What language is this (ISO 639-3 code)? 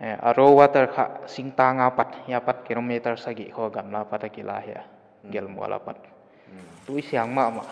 pck